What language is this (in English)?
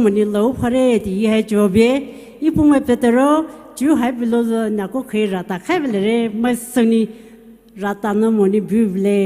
Poumei Naga